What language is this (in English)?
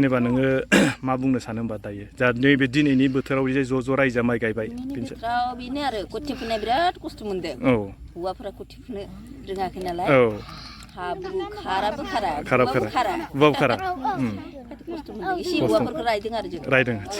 Bodo